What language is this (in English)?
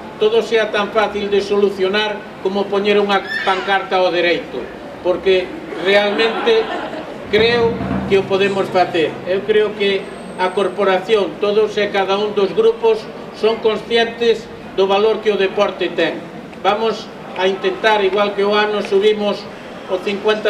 Galician